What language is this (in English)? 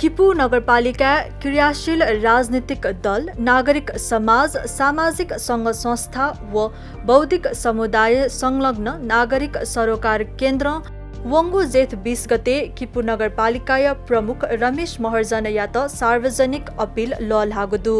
Newari